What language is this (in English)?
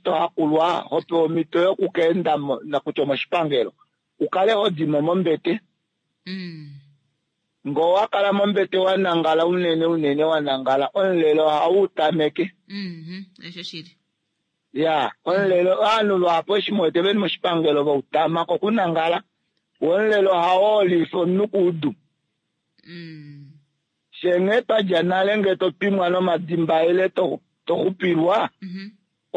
Kuanyama